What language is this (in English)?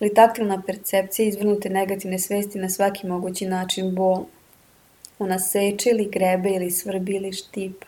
Serbian